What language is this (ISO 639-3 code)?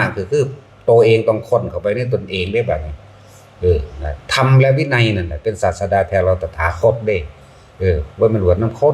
tts